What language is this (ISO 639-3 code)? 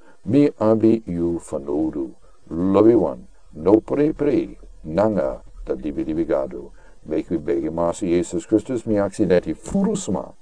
srn